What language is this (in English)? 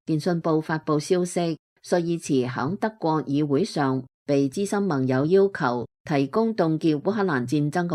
Cantonese